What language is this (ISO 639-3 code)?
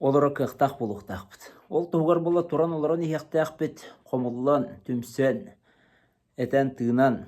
sah